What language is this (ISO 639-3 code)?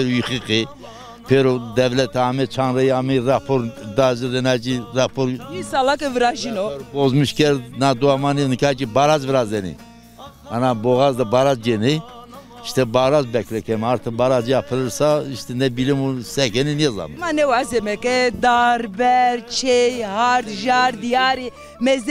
zza